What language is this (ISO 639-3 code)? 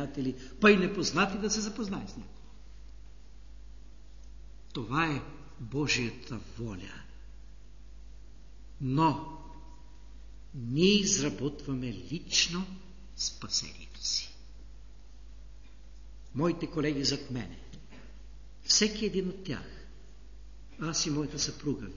bul